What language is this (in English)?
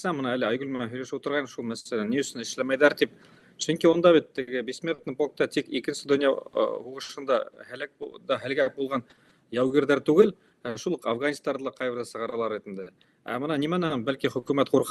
Bashkir